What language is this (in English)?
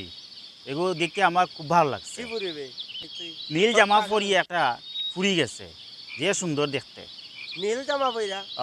Sylheti